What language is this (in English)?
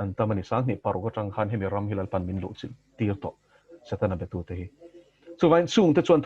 Mizo